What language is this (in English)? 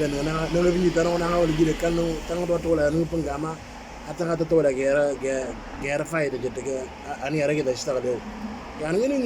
Moro